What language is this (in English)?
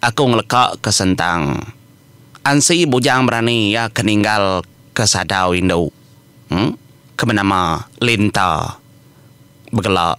Iban